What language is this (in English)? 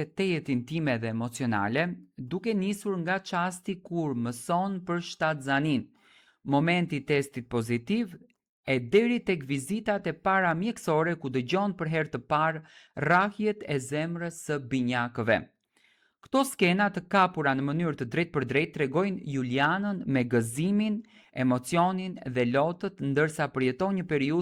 Albanian